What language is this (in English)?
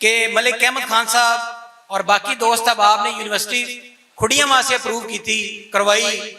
Western Panjabi